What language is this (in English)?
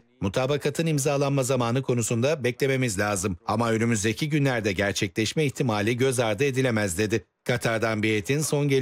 Turkish